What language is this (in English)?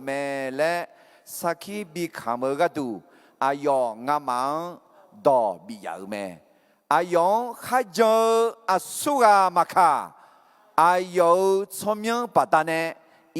Akha